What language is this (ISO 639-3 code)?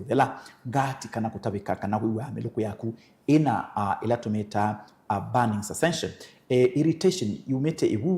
kam